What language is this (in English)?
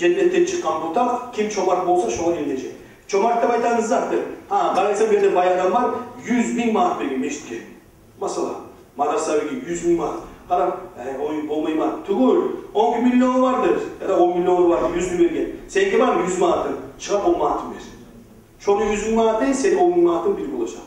Kumyk